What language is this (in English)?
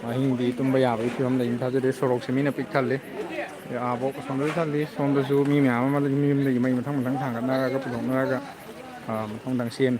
Manipuri